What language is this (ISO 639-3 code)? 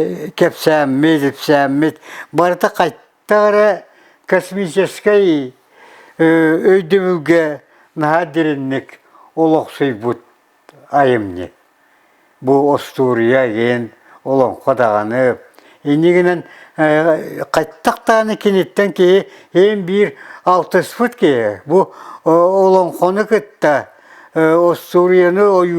sah